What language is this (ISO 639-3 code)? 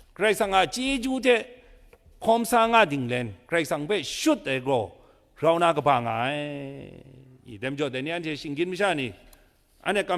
kac